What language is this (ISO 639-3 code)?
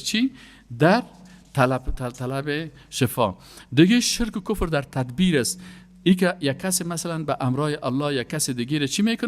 fas